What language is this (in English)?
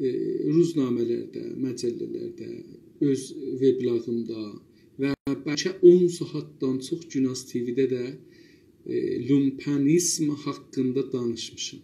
South Azerbaijani